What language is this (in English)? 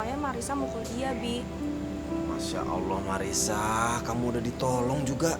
Betawi